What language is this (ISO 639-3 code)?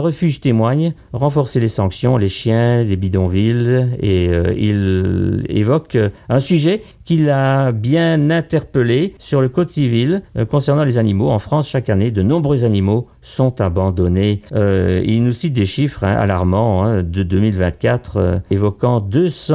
fra